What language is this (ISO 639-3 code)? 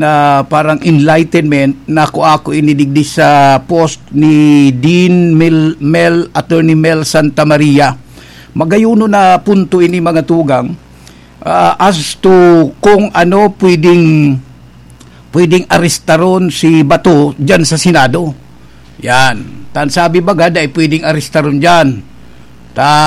bik